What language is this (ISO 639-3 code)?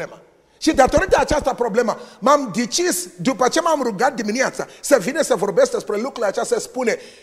ron